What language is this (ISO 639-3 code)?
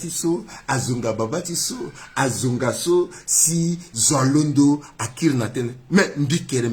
sag